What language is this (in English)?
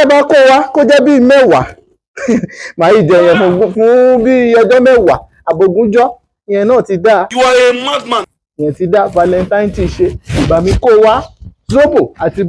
Yoruba